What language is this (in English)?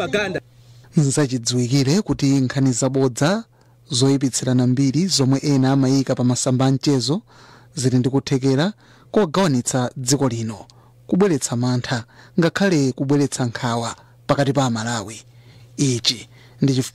Nyanja